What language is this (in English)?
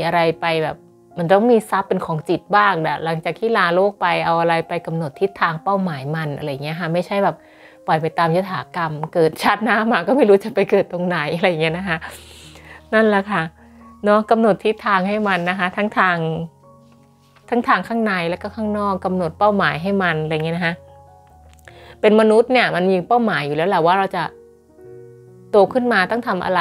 Thai